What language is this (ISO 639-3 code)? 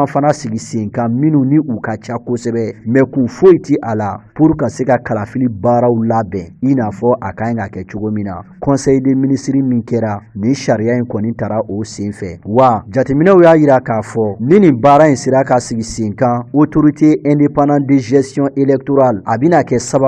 bam